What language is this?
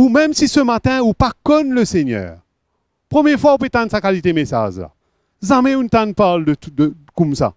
Morisyen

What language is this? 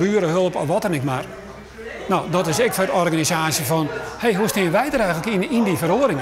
Western Frisian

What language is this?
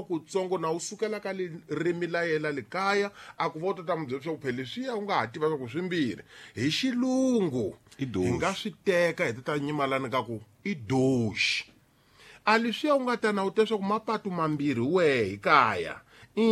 Tsonga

